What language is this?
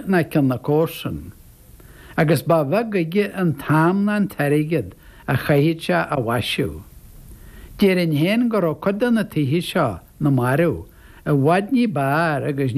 Irish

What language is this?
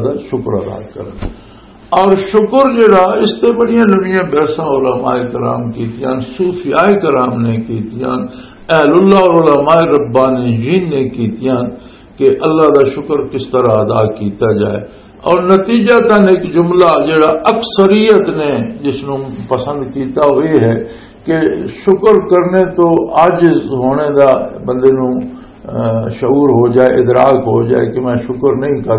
Western Panjabi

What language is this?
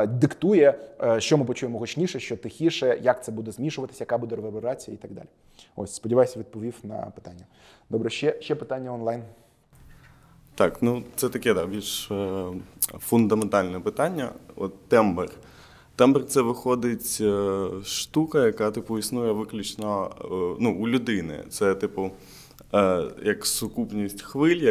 Ukrainian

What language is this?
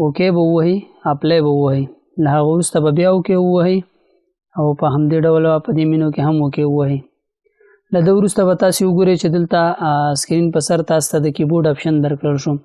Pashto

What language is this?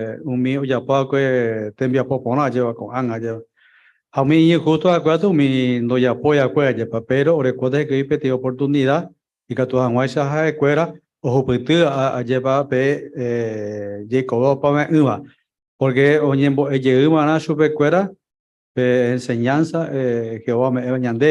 Guarani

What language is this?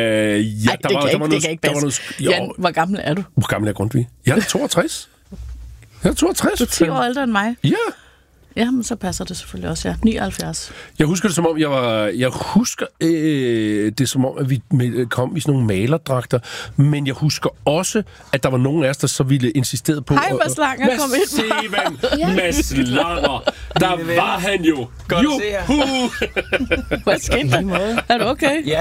Danish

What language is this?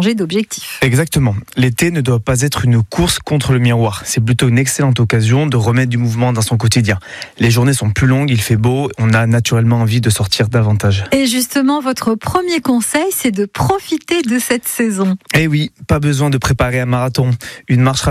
French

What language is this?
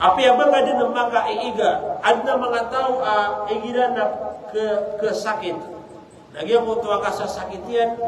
Maranao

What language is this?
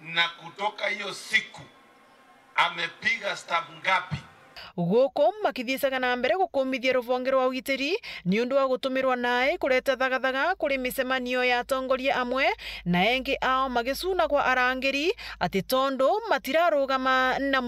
Meru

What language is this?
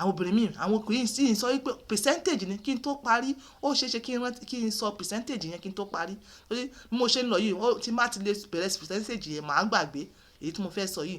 Yoruba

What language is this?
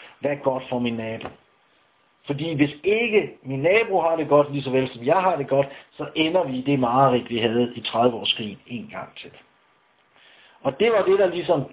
Danish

